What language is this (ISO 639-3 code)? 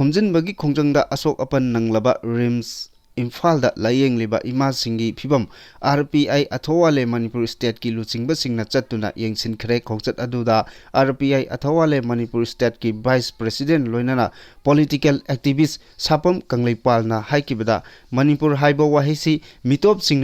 mni